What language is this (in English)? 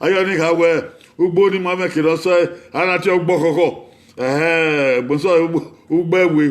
Bini